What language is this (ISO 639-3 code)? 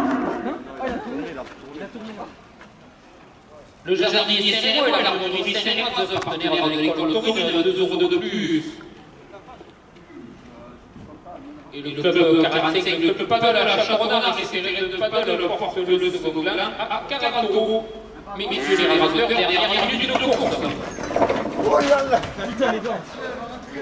fra